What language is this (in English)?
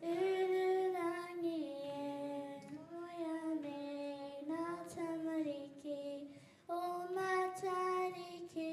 Māori